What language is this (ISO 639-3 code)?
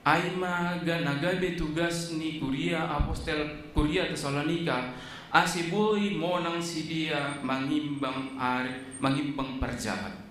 bts